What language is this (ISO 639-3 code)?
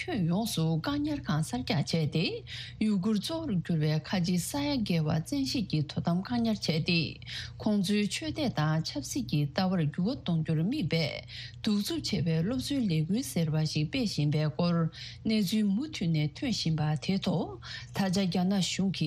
bod